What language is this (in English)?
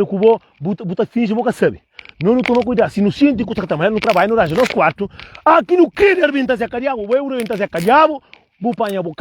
Kabuverdianu